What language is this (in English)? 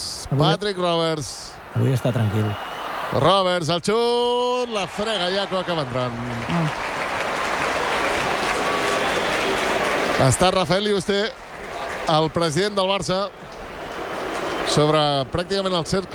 Catalan